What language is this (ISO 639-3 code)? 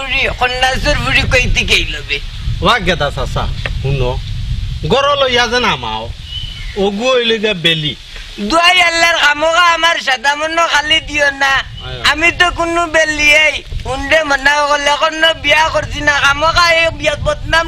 syl